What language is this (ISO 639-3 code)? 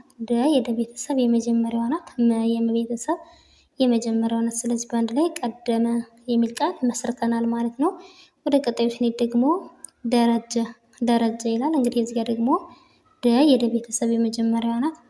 amh